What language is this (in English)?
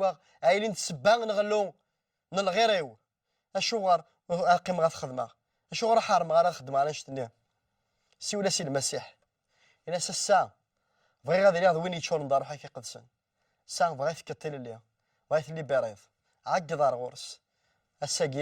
Kabyle